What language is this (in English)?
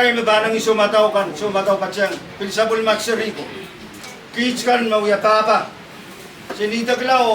Pohnpeian